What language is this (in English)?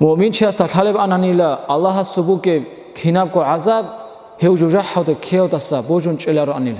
Avaric